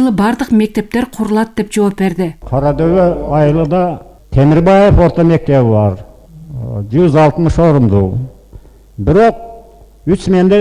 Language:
Kyrgyz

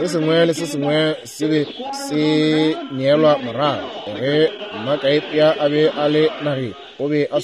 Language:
Northern Sotho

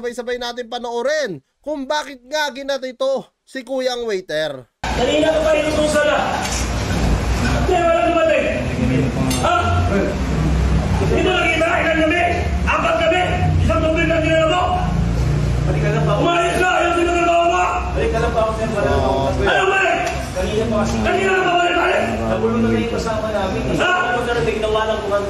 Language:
Filipino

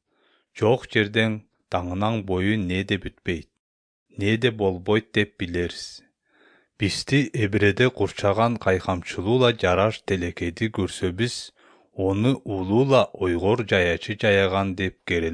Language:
Kyrgyz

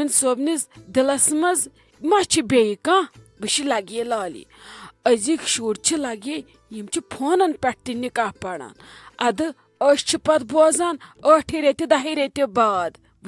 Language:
Kashmiri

